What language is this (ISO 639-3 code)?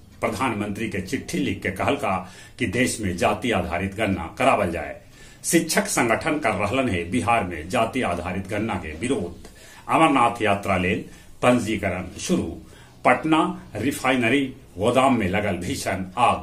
mag